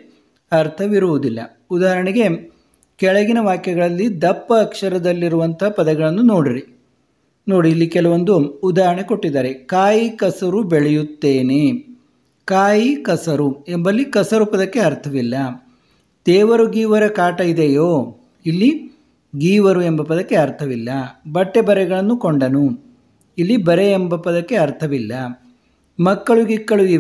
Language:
Kannada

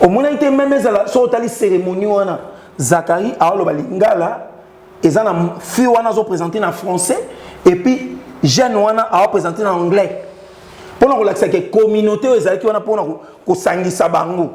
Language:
Lingala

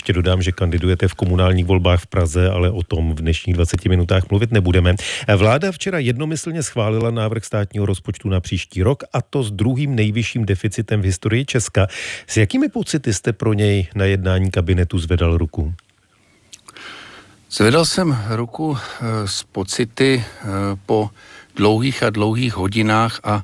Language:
Czech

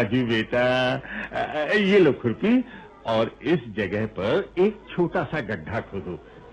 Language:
Hindi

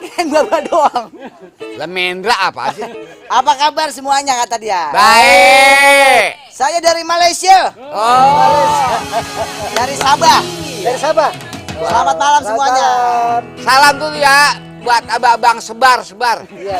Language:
Betawi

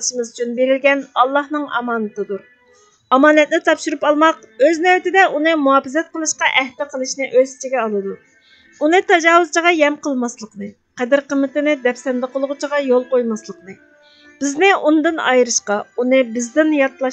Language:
Uyghur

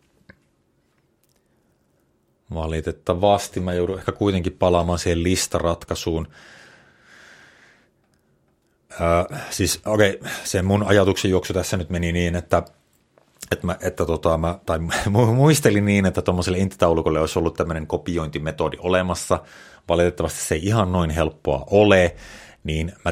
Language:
Finnish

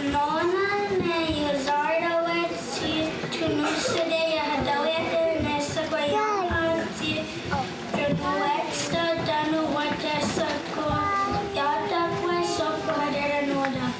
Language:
Mohawk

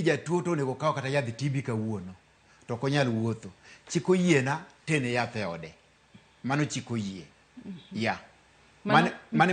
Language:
Luo (Kenya and Tanzania)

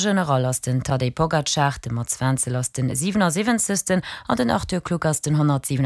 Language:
Luxembourgish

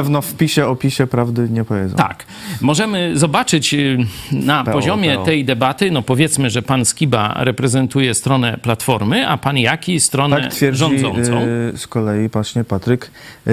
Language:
Polish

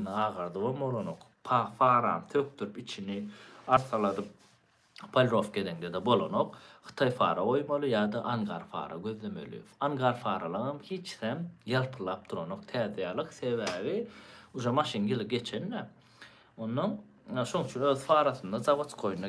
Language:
Turkmen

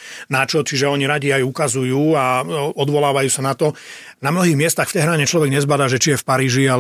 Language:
Slovak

